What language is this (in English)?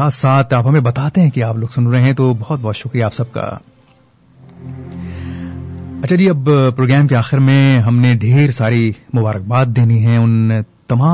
Urdu